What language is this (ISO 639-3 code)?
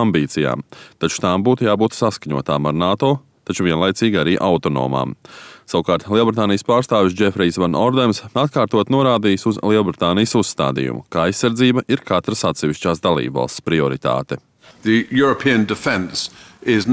lav